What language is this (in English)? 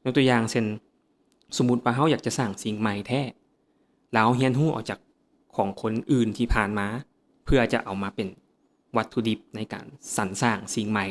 Lao